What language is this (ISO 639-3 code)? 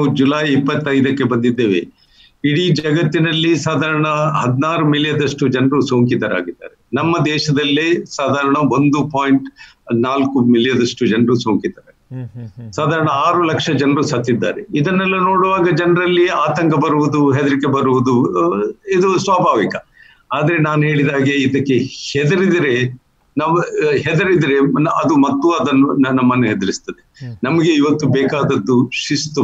kan